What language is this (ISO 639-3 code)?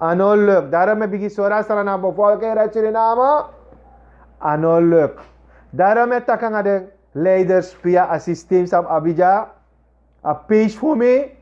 srn